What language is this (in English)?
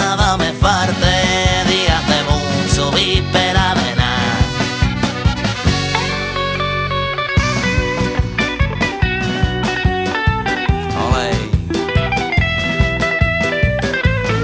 Basque